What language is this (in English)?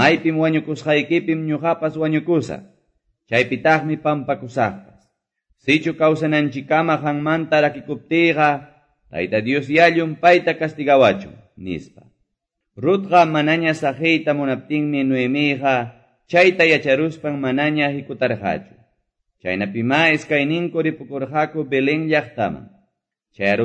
Quechua